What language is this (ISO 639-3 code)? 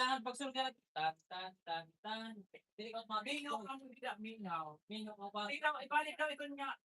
war